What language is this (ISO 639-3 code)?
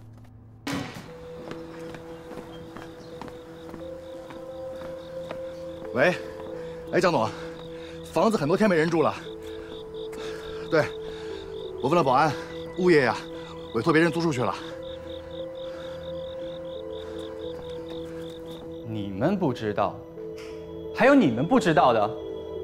zho